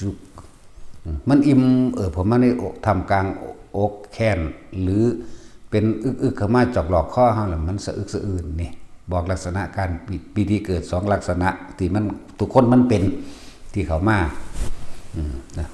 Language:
Lao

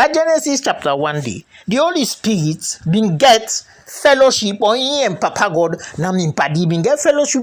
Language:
Krio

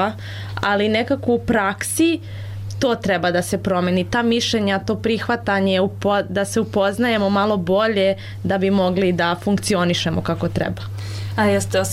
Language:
Serbian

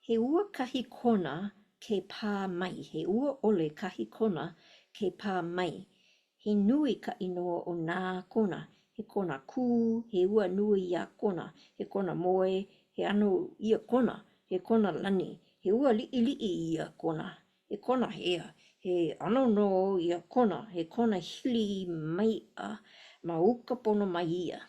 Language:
Hawaiian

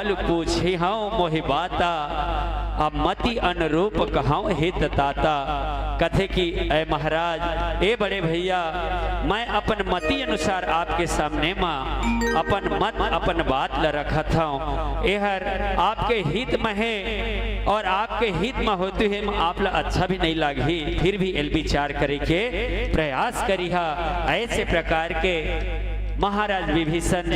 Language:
Chhattisgarhi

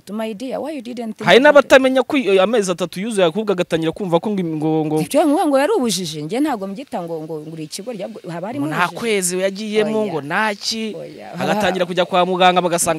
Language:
Kinyarwanda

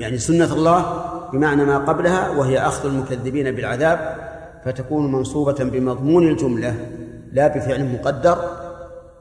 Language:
Arabic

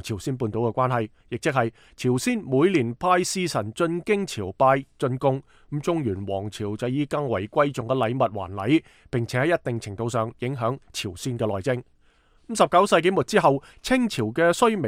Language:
Cantonese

